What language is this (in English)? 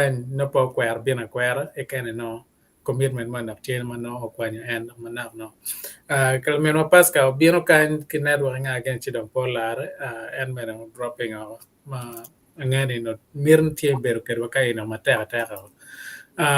Acoli